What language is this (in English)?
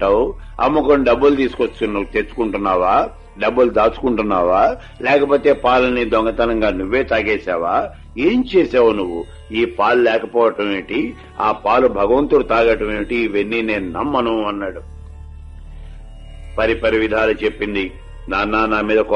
Telugu